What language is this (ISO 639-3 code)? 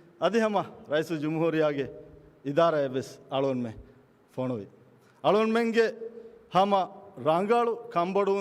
div